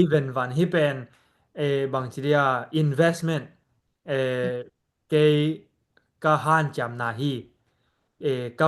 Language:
Tedim Chin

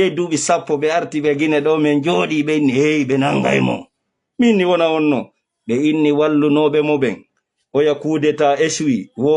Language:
Pular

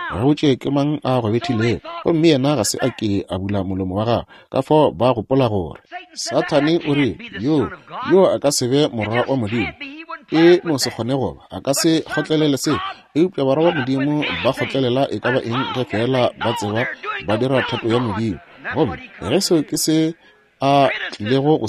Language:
Northern Sotho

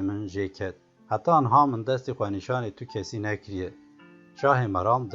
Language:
Kurdish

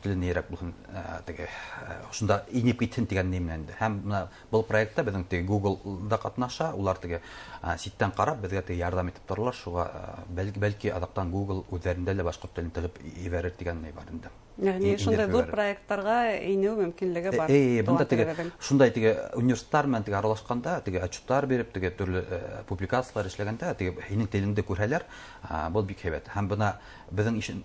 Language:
Bashkir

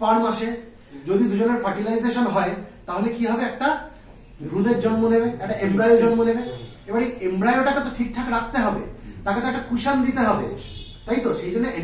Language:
Bangla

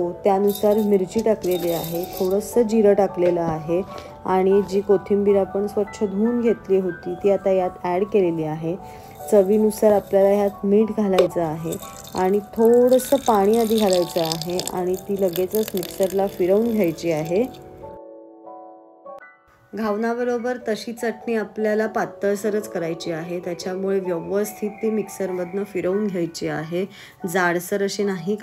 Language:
Marathi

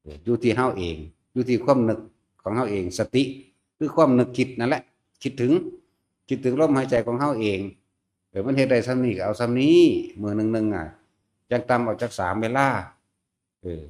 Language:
Northeastern Thai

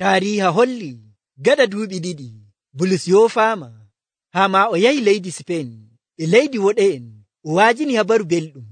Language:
Nigerian Fulfulde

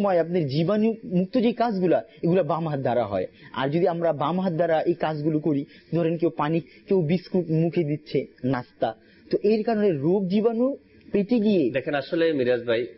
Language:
Bangla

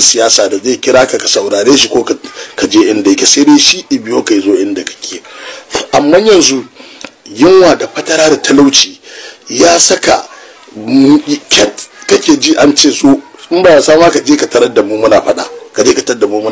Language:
Hausa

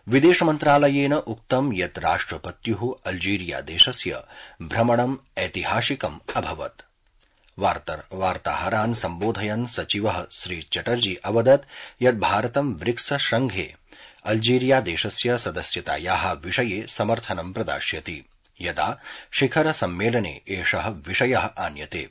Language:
Sanskrit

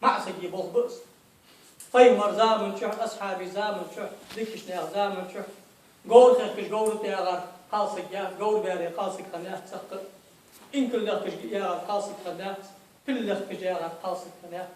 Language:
Ingush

